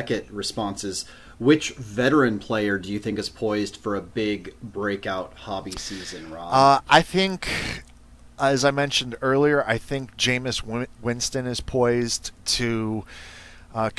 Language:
English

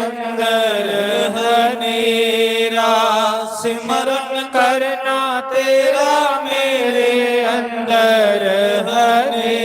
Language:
Dogri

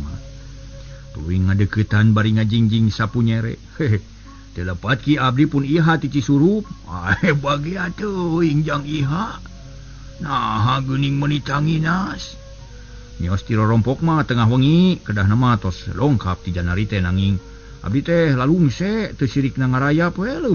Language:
Sundanese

